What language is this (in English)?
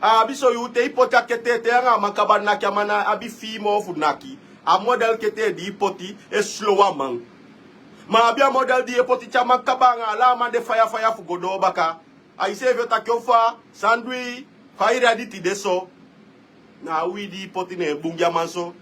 Sranan Tongo